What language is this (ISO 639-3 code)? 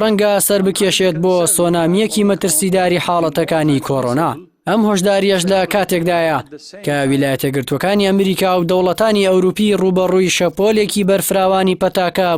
ckb